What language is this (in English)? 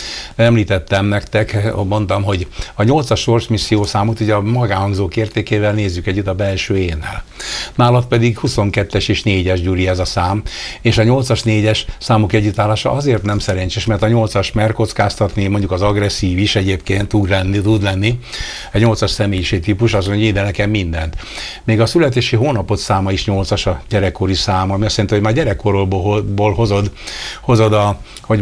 Hungarian